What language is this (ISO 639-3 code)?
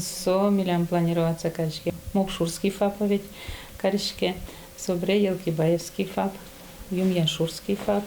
udm